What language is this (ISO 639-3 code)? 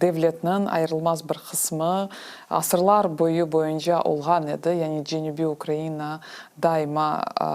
crh